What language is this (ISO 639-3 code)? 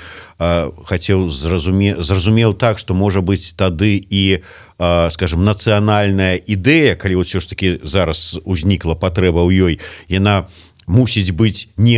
bel